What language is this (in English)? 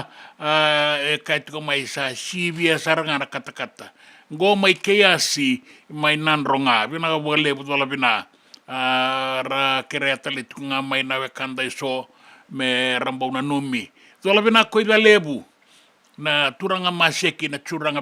Fijian